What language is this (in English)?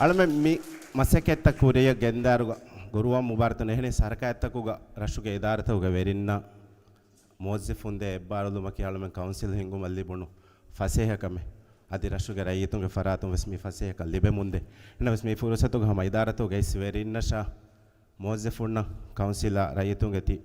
Divehi